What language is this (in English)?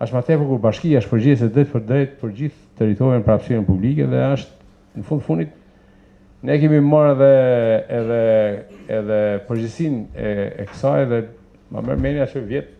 Albanian